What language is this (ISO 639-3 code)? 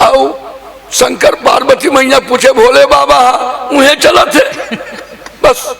hne